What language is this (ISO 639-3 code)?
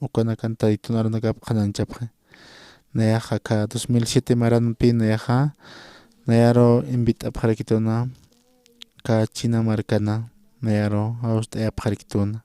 aym